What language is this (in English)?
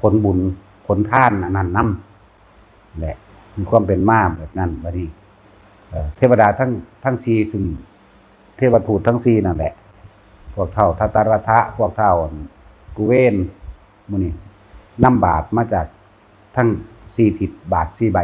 Northeastern Thai